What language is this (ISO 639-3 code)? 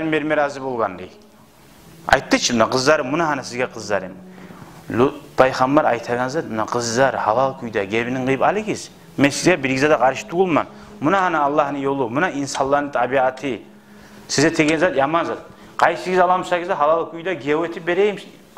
kum